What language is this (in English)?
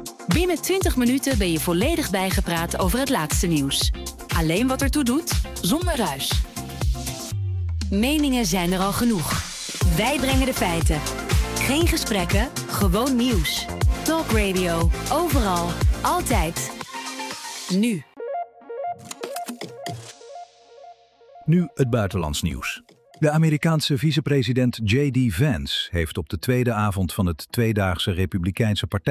Dutch